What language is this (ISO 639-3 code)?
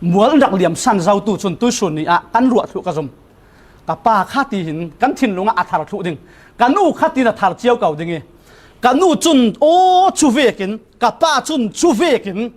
cfm